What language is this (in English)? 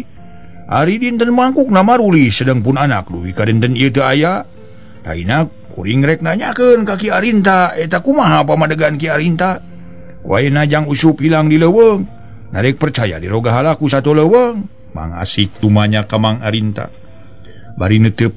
Sundanese